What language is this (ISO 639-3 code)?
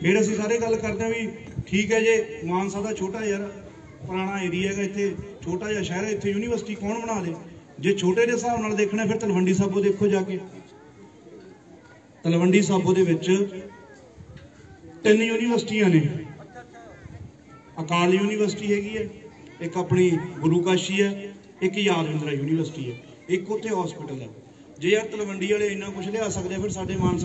pan